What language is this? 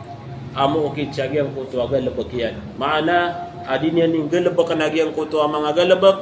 Maranao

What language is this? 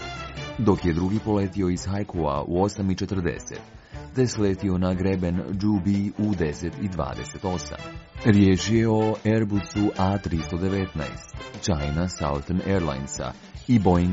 Croatian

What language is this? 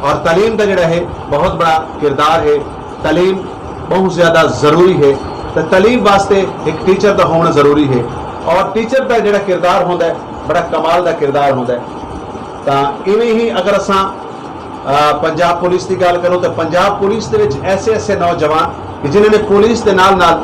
Saraiki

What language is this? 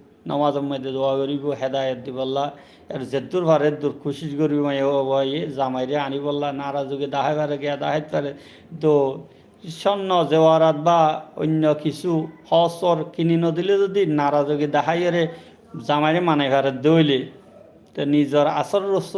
Rohingya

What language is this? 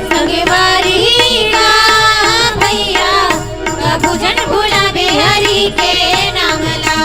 Chhattisgarhi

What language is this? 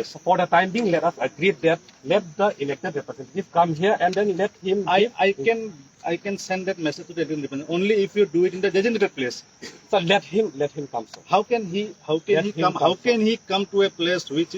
Karbi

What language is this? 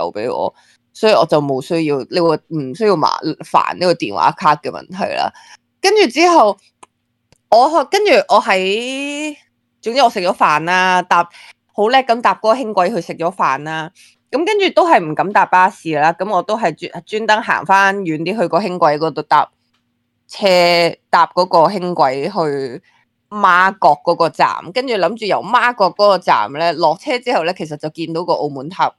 Cantonese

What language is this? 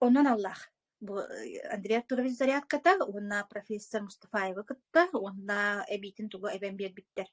Yakut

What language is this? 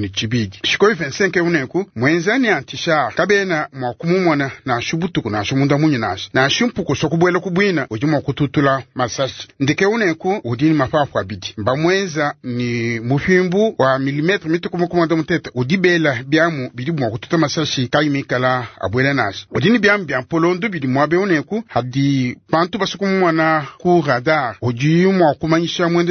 Luba-Lulua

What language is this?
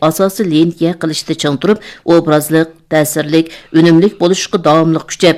Uyghur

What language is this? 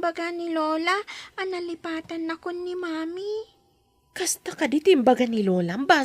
Iloko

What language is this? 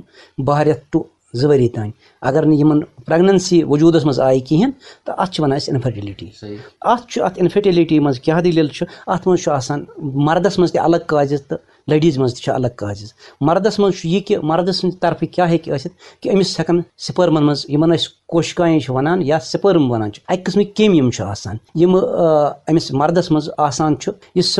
Kashmiri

